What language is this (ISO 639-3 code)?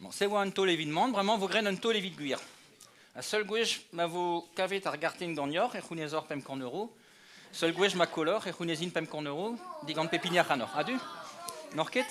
bre